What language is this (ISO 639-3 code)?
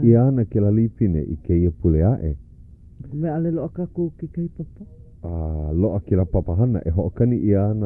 haw